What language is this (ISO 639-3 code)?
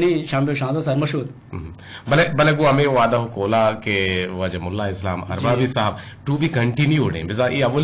bgp